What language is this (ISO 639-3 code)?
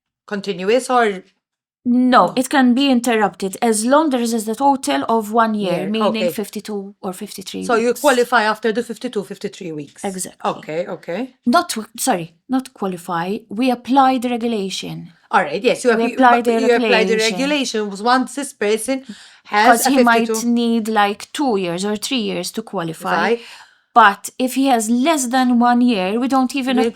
eng